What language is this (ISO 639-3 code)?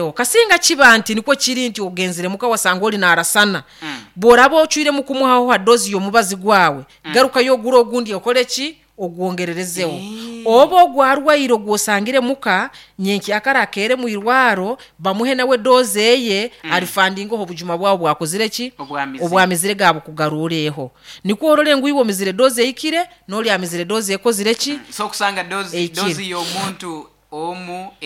nyn